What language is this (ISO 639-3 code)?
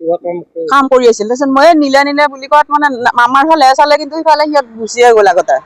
asm